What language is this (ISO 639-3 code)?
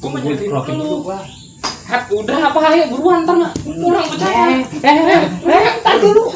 bew